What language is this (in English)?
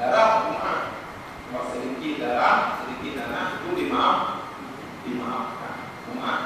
Achinese